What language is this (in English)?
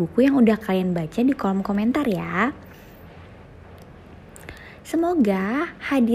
Indonesian